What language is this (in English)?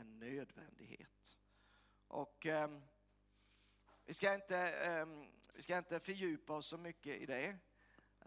Swedish